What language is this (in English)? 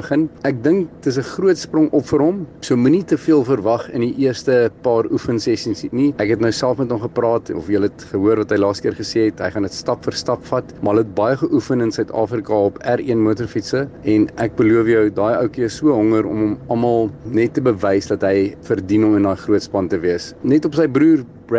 Afrikaans